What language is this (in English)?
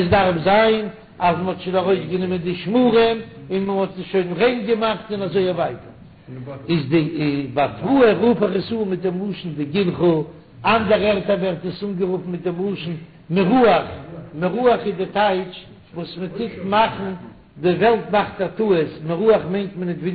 Yiddish